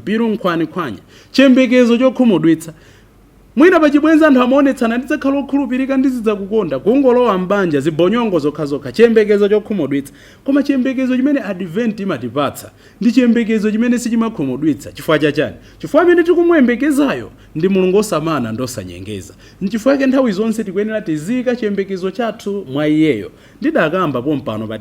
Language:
Nyanja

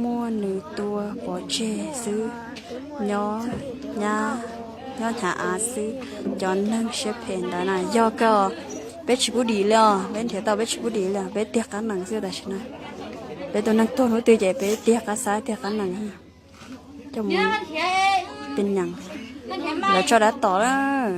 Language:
Hmong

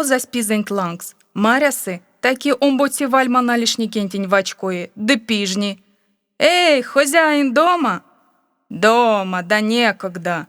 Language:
Erzya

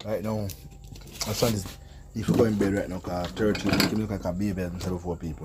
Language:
Jamaican Creole English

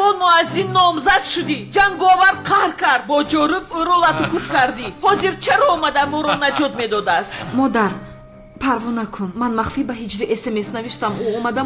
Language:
Tajik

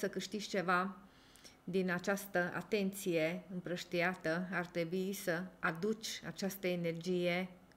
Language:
Romanian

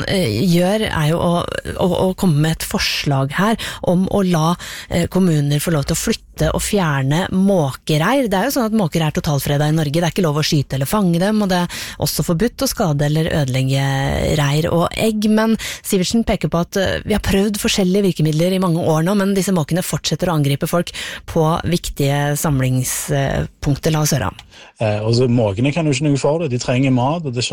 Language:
Norwegian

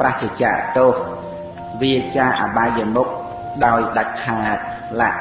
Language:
Khmer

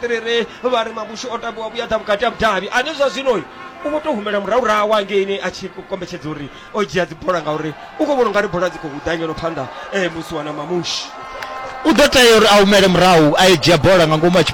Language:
Venda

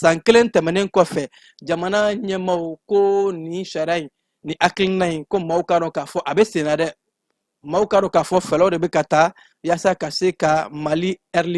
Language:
Bambara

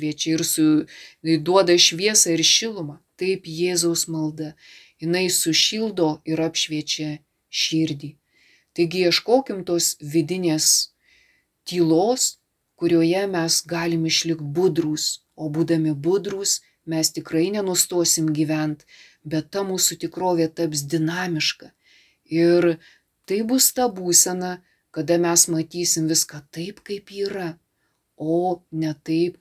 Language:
Lithuanian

